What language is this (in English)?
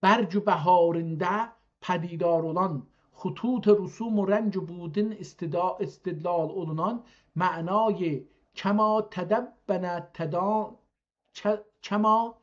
South Azerbaijani